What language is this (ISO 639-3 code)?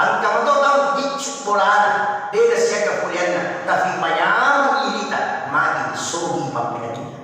bug